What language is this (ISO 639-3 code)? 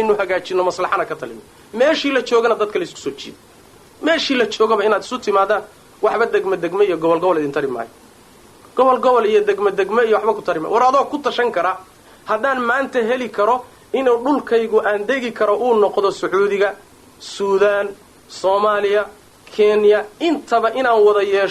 som